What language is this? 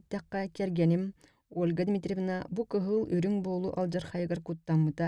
Yakut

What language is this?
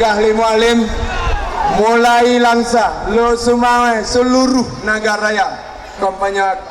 Achinese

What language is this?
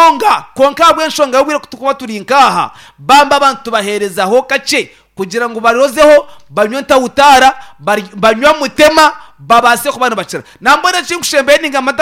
Nyankole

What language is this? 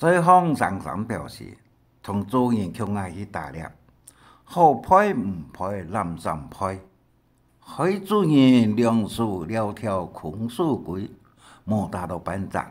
Hakka Chinese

